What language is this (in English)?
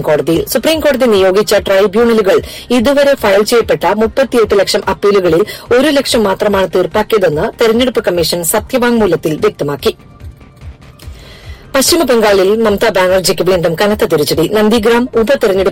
Malayalam